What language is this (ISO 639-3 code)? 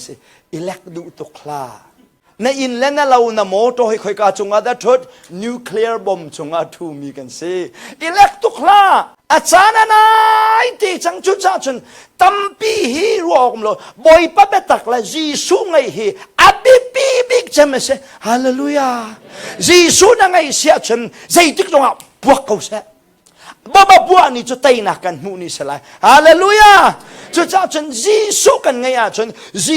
cnh